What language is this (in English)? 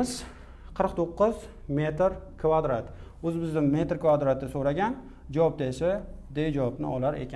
Uzbek